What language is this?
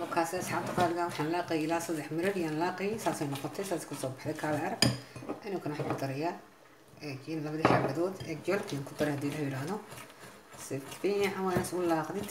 Somali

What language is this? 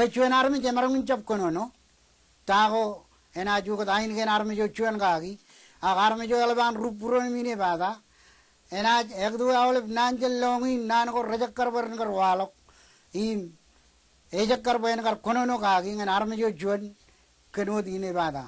Marshallese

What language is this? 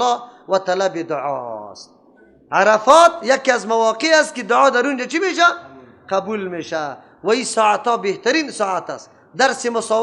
Persian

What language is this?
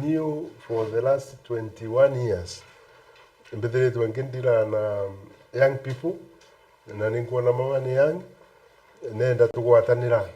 Meru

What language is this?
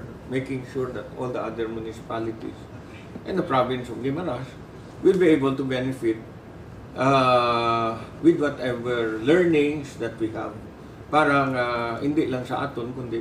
Hiligaynon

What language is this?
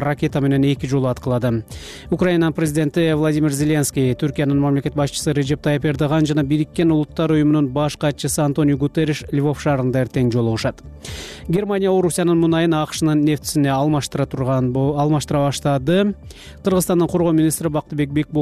Kyrgyz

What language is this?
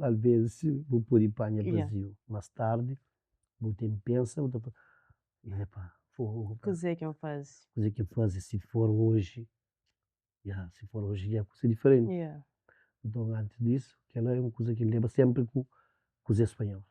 Kabuverdianu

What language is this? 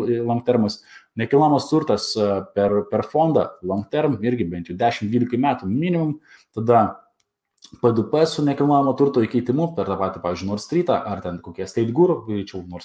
Lithuanian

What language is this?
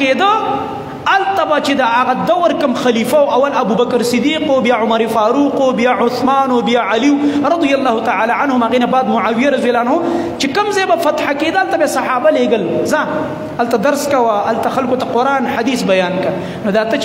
Pashto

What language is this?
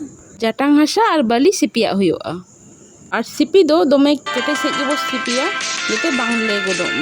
Santali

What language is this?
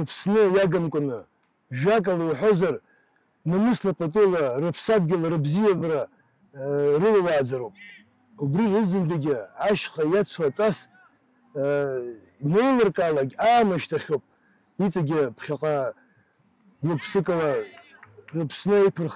Abkhazian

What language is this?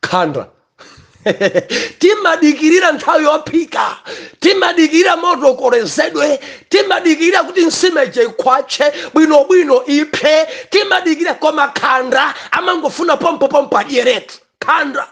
Nyanja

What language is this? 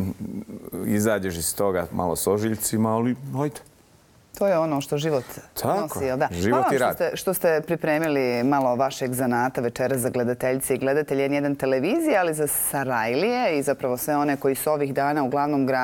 Bosnian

